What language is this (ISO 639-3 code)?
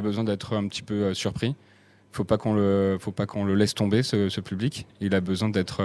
fra